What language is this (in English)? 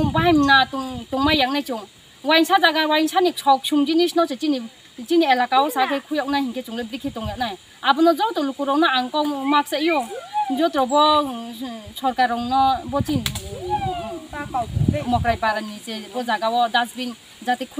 Riang (India)